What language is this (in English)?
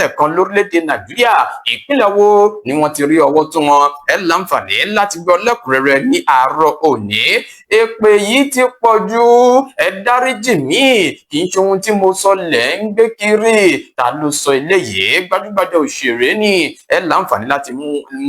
Yoruba